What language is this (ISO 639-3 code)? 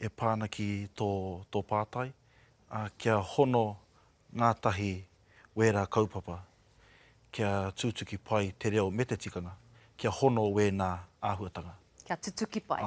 mri